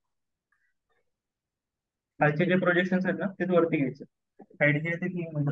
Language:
Marathi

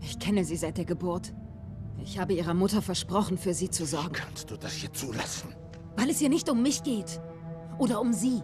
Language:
Bavarian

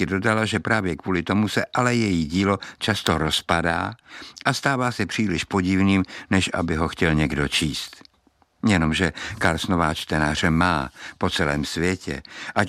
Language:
Czech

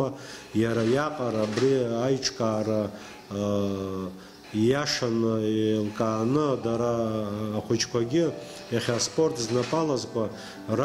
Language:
Abkhazian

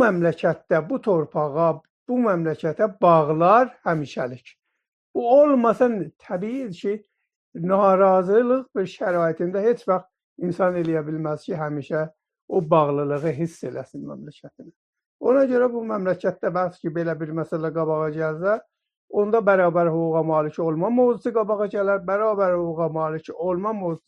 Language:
South Azerbaijani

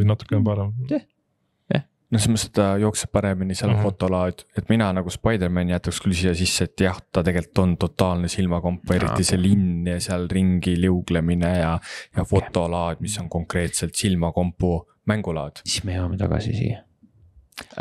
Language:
Estonian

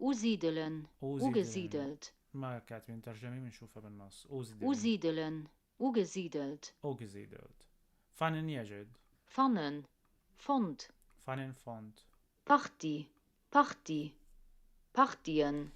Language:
North Levantine Arabic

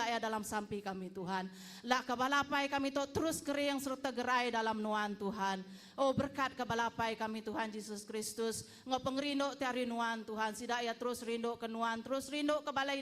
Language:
Iban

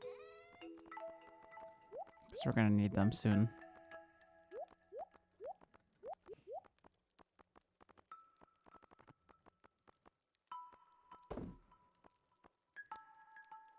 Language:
English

